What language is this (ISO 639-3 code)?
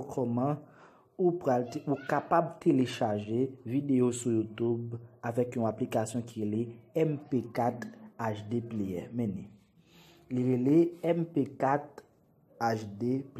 hat